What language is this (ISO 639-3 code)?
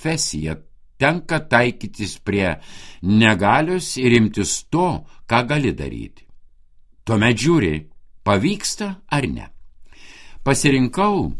lit